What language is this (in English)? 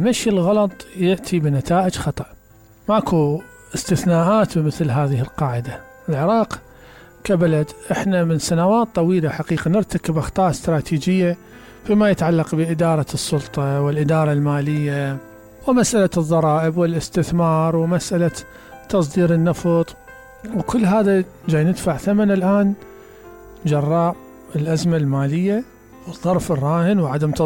Mesopotamian Arabic